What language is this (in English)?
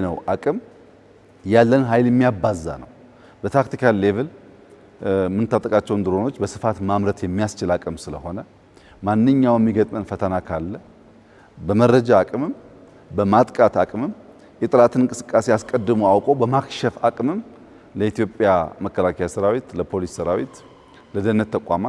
Amharic